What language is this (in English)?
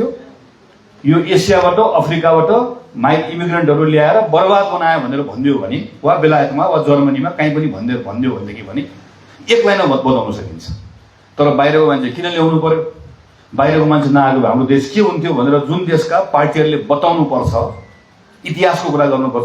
Nepali